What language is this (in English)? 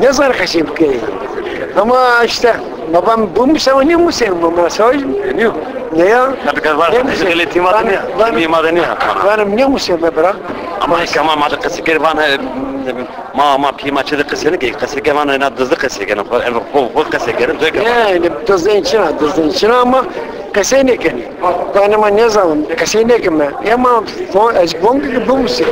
Zaza